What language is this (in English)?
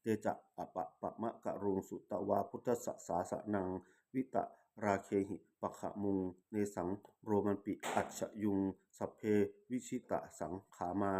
Pali